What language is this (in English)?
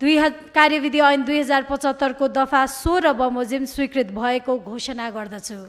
Nepali